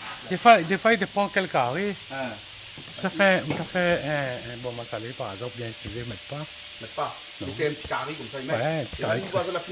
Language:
Réunion Creole French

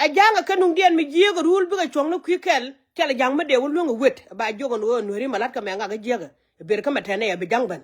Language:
Nuer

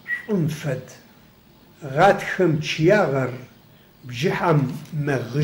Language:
Adyghe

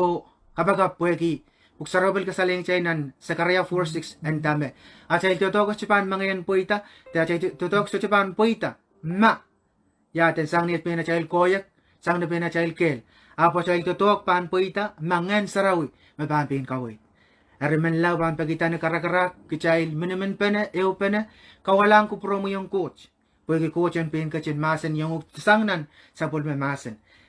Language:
Pohnpeian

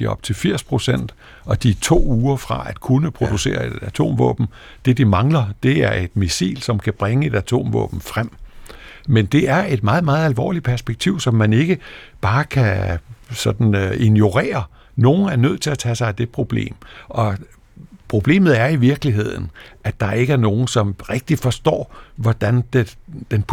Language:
Danish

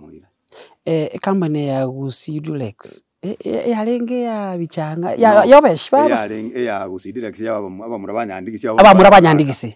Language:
Gusii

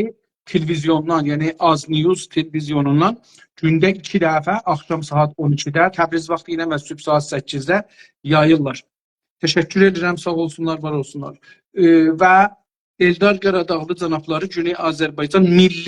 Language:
South Azerbaijani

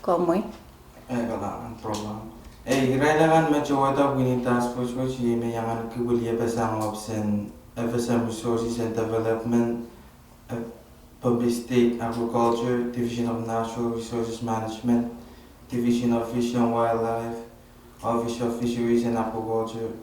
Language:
Pohnpeian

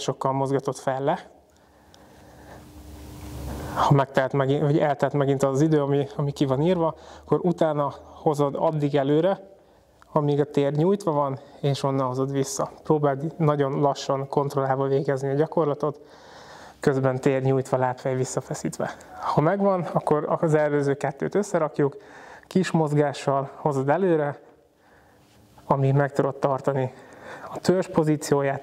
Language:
Hungarian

